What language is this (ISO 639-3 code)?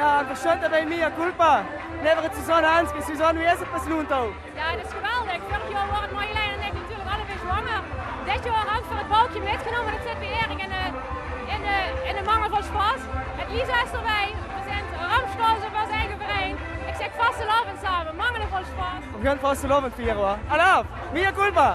lim